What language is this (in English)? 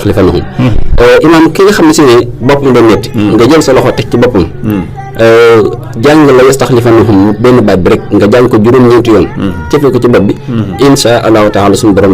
Wolof